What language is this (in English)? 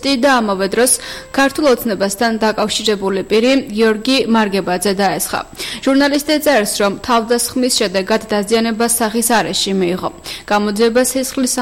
Georgian